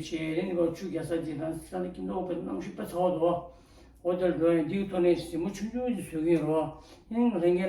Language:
Tibetan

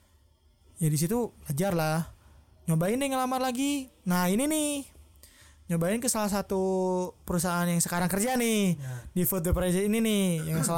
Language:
Indonesian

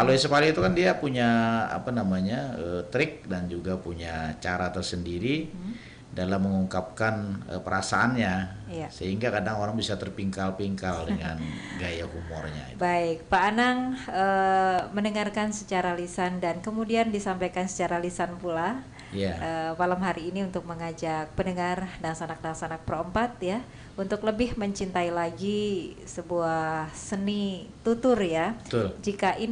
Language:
Banjar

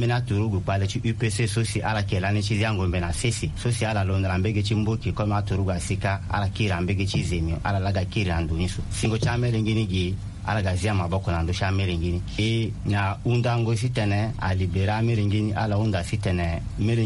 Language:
Sango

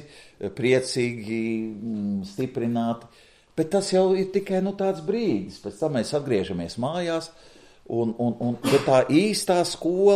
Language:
Latvian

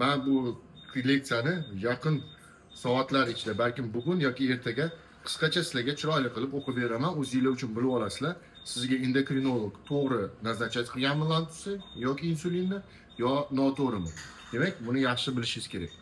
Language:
Uzbek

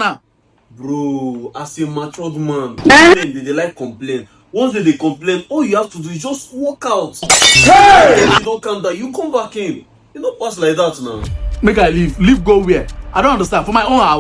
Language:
Nigerian Pidgin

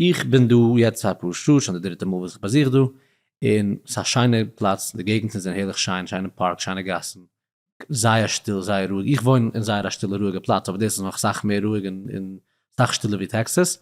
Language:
Yiddish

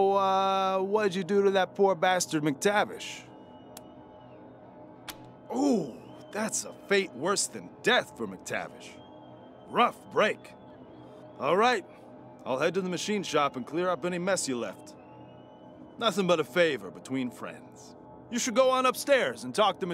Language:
English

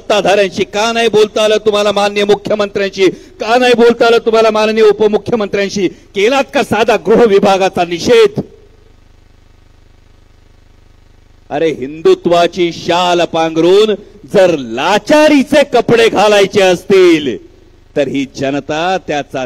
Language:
Marathi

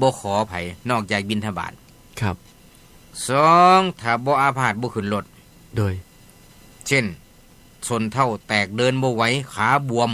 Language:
Northeastern Thai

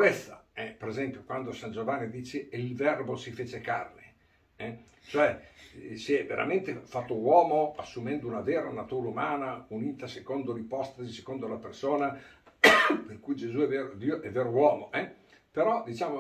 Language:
Italian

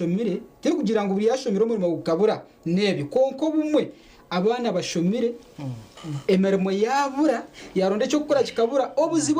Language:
Nyankole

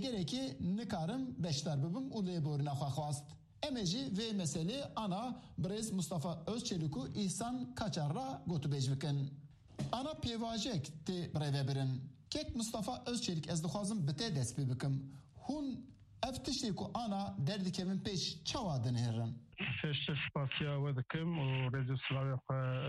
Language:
Kurdish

